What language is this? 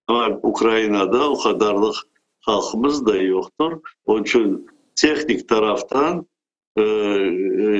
Crimean Tatar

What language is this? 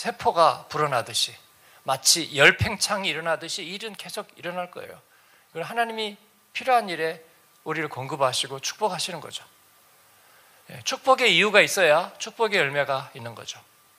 Korean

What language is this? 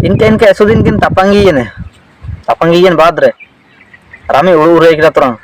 Ho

